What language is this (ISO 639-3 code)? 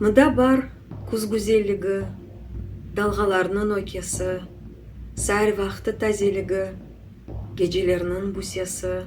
crh